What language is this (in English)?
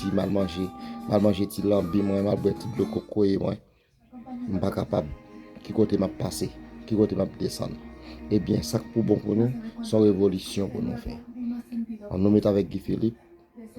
Haitian Creole